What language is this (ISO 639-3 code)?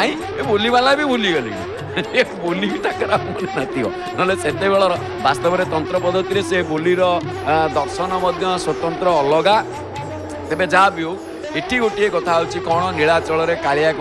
ori